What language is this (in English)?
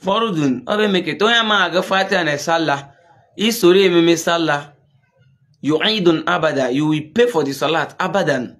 Igbo